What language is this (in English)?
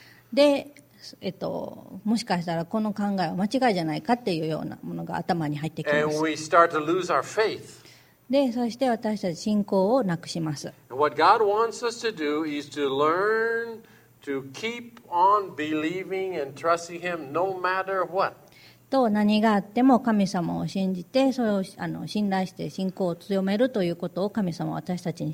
Japanese